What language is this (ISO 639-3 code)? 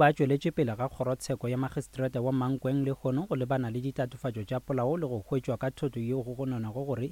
nso